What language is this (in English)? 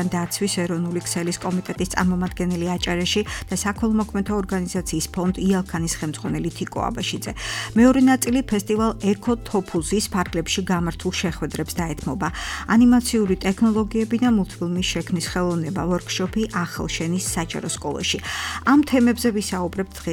Georgian